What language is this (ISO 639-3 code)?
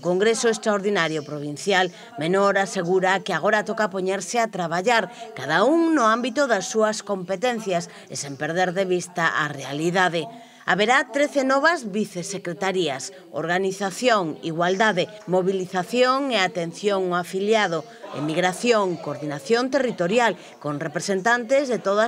glg